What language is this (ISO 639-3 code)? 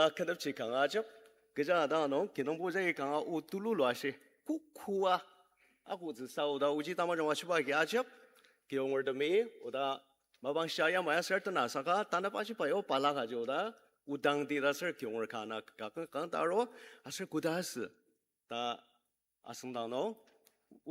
njo